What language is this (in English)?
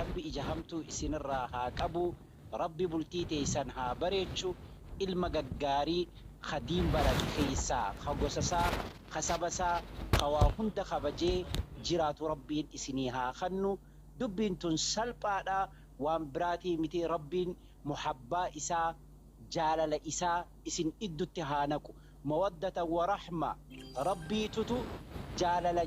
Oromo